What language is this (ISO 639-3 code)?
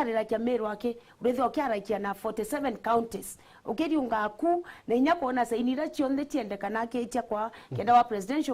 mer